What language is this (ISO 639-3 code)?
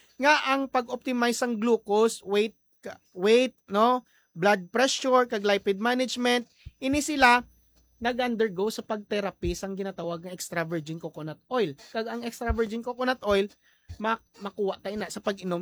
hil